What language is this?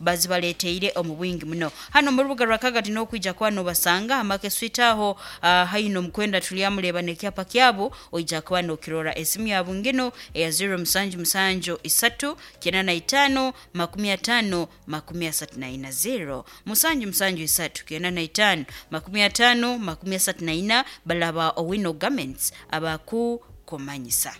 Nyoro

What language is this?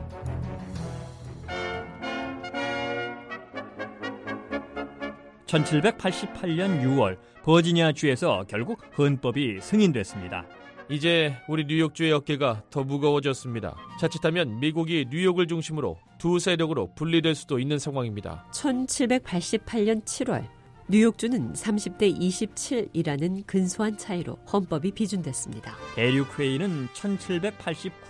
Korean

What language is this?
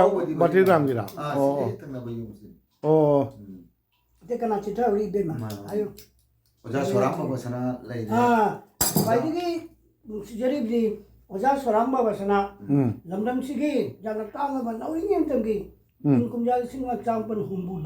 Manipuri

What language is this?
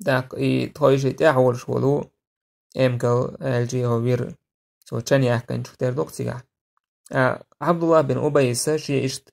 Chechen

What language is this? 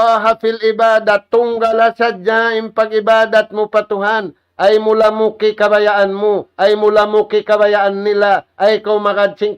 Tausug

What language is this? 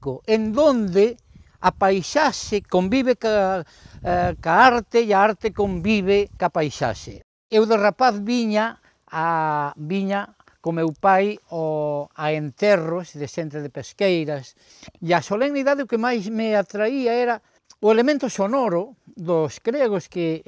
Galician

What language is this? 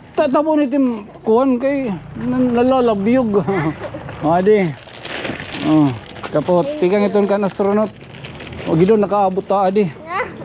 Waray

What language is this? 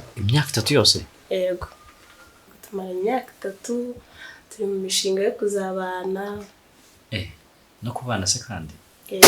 Kinyarwanda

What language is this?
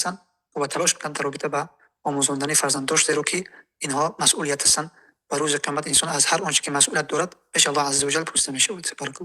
Tajik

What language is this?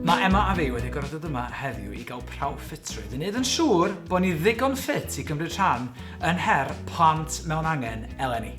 Welsh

